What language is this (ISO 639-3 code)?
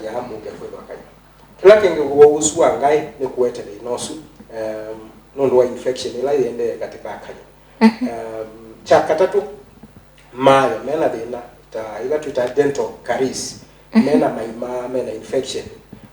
kam